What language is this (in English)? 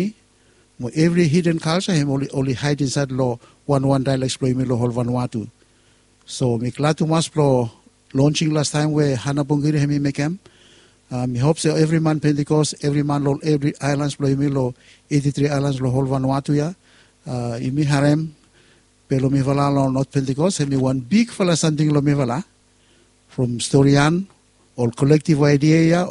Bislama